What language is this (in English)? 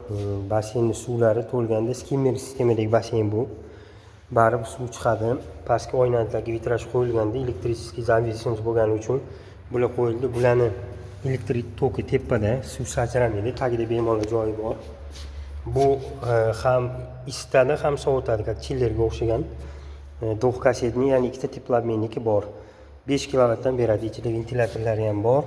Uzbek